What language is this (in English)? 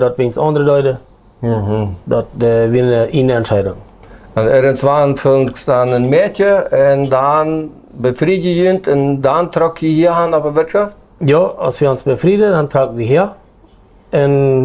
Plautdietsch